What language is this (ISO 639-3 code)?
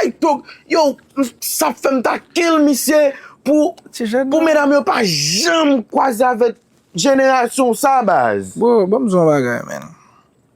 hat